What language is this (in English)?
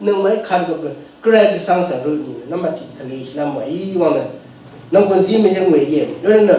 Rawang